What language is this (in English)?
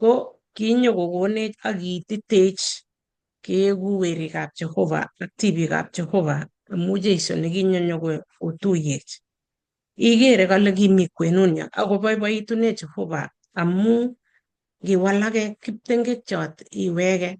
Kalenjin